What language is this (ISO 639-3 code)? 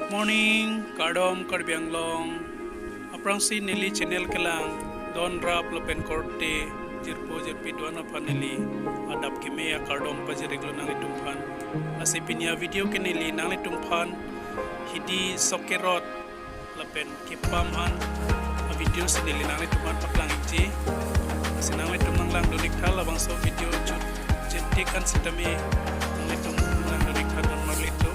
mjw